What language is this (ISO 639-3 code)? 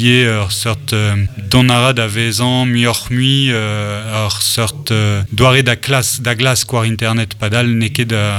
bre